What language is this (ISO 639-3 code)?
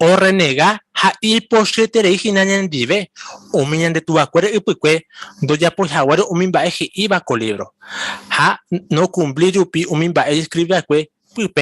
grn